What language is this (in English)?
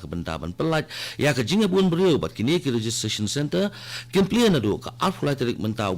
Khasi